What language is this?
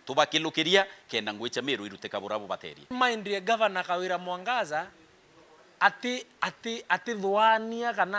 Meru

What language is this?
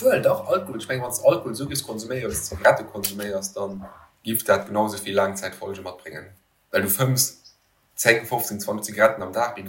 Luxembourgish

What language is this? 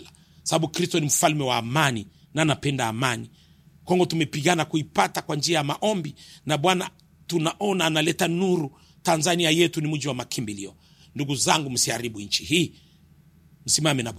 Swahili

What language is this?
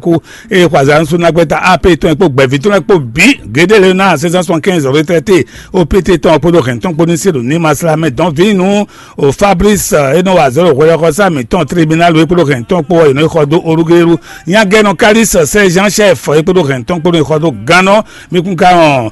Fon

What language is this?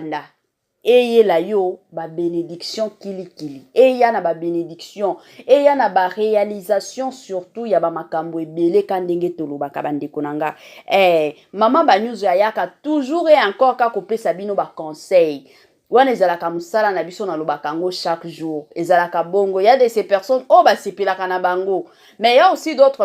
Lingala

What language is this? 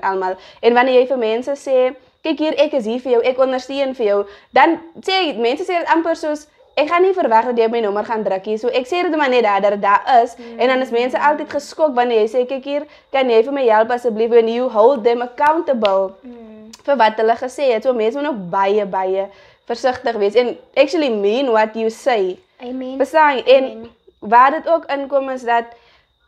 Afrikaans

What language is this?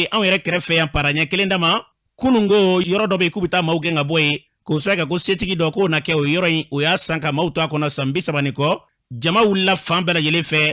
Bambara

